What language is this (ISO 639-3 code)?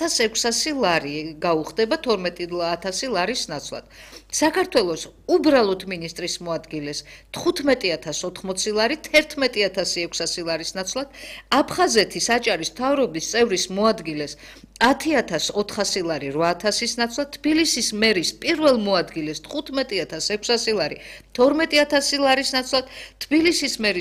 kat